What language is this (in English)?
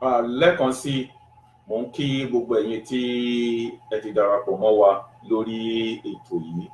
Yoruba